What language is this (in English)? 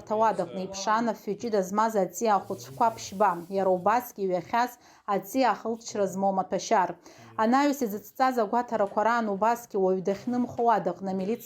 Abkhazian